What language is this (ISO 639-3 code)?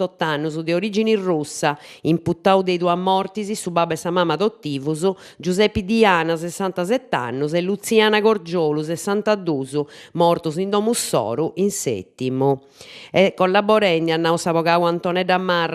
srd